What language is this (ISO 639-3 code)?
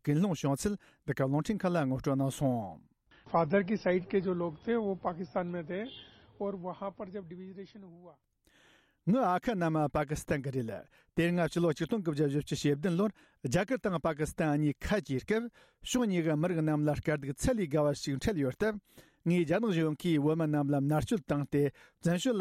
bod